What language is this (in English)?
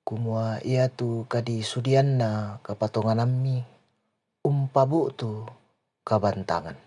Toraja-Sa'dan